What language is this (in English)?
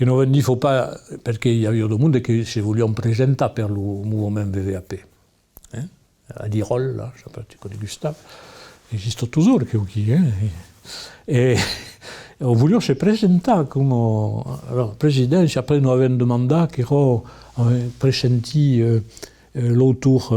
Occitan